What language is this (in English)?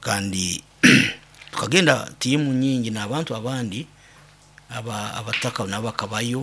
Nyoro